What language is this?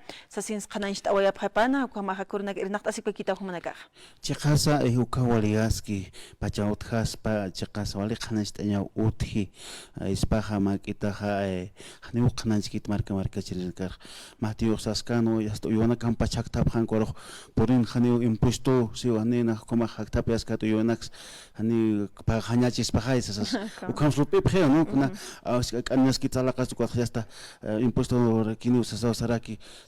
Aymara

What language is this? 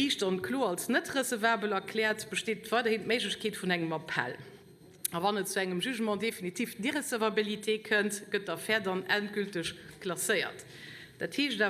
Luxembourgish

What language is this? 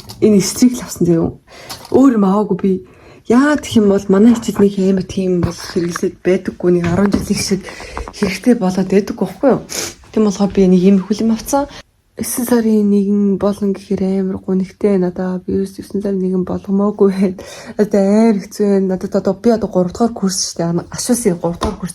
Mongolian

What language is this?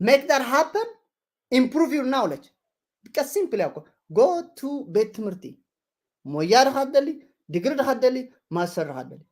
Tigrinya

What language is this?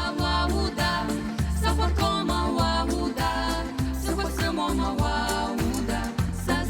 Abkhazian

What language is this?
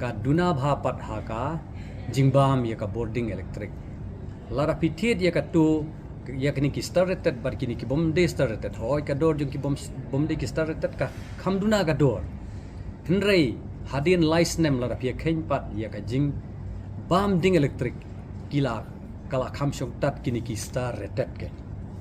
Khasi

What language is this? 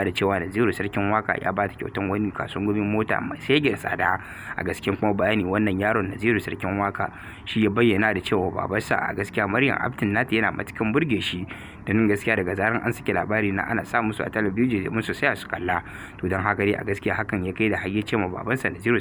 Hausa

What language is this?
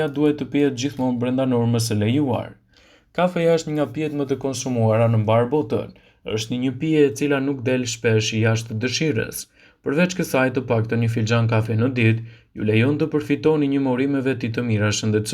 Albanian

